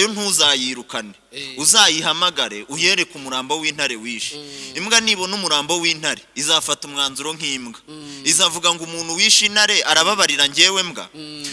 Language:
Kinyarwanda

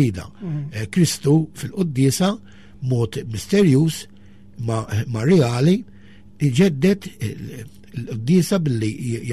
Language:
Maltese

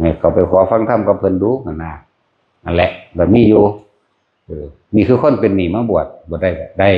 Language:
Northeastern Thai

